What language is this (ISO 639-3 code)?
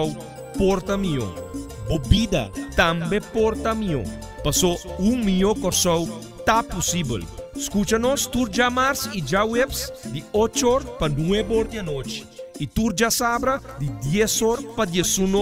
pap